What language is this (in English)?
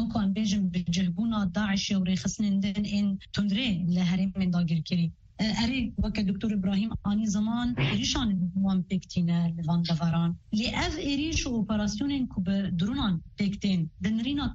Kurdish